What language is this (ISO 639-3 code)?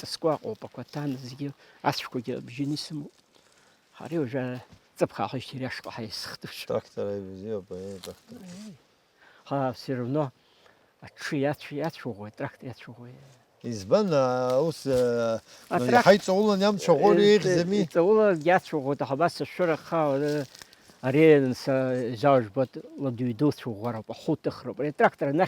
abk